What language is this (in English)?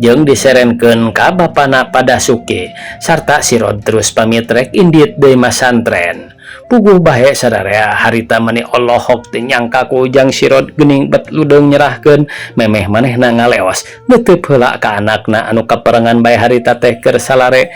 Sundanese